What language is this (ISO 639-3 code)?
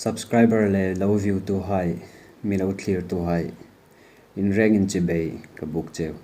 hmr